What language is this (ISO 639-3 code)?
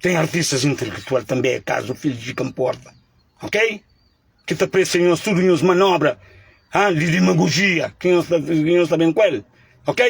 kea